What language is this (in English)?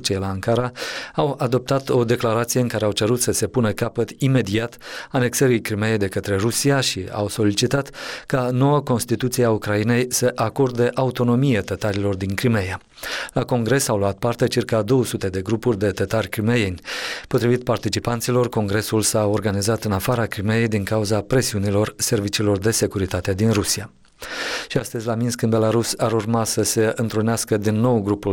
Romanian